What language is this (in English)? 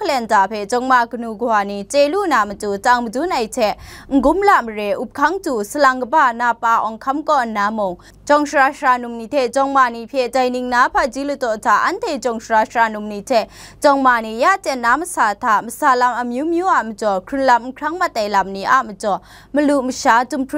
Kachin